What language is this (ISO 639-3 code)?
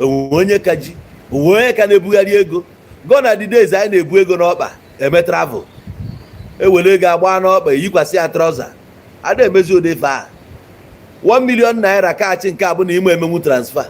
ibo